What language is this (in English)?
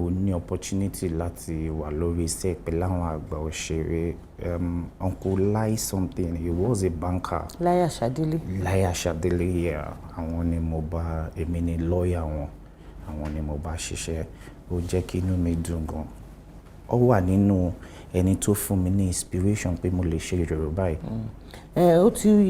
Yoruba